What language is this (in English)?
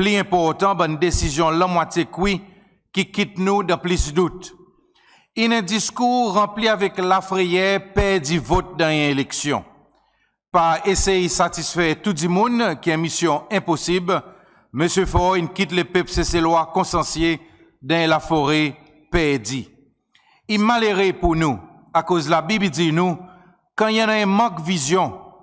Seselwa Creole French